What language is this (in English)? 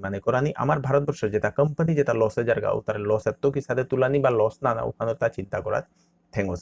Bishnupriya